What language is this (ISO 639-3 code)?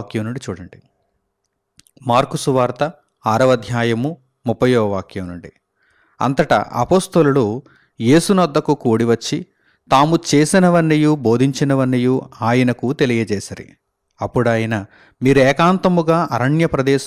tel